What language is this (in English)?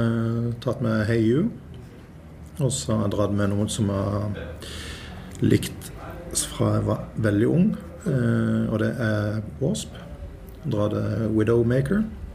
Norwegian